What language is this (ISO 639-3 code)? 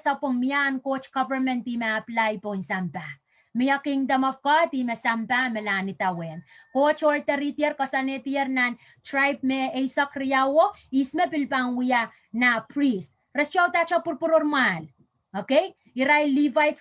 pon